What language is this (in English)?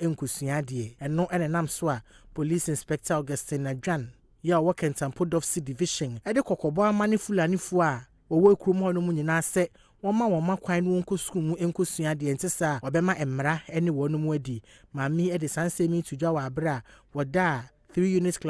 Akan